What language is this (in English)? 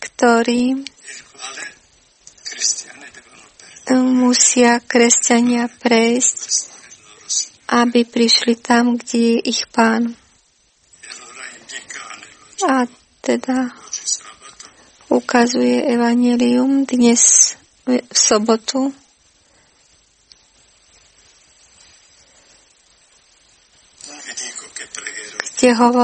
Slovak